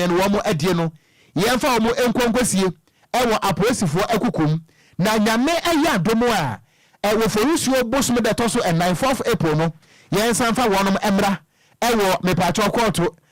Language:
Akan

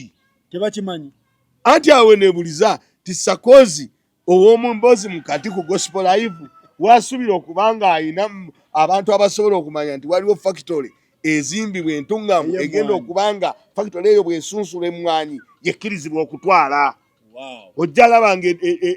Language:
Ganda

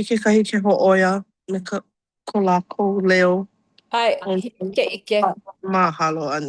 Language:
Hawaiian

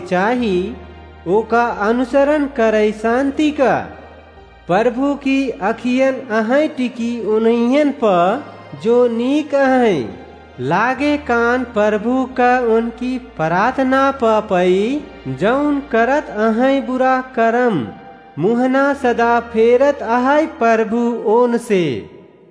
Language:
Awadhi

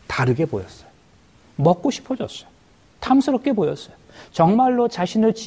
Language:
Korean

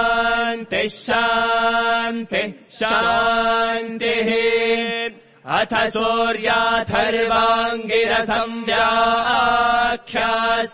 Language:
Sanskrit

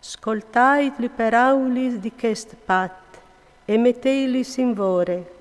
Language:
Friulian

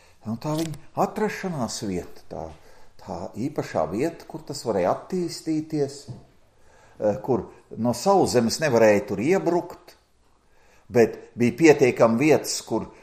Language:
Latvian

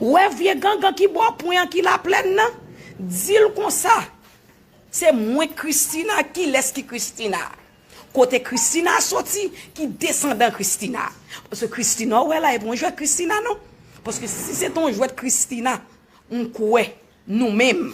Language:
Haitian Creole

